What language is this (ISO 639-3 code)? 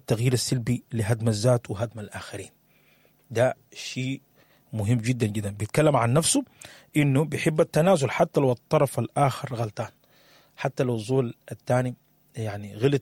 apd